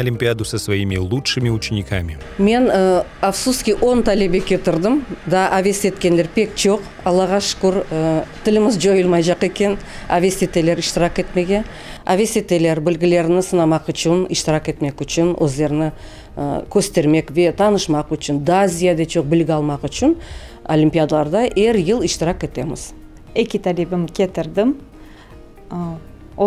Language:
Crimean Tatar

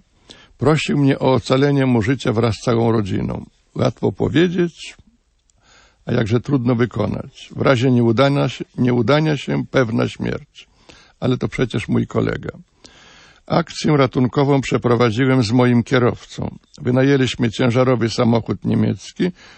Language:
Polish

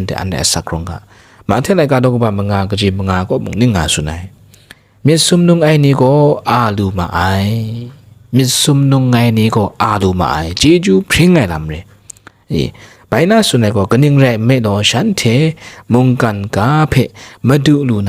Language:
Kachin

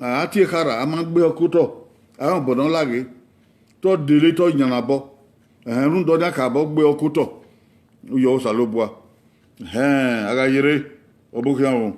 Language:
Bini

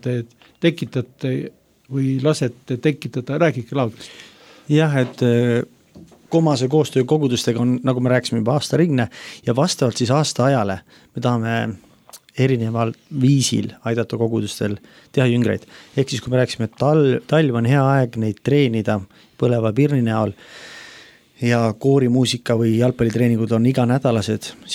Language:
Estonian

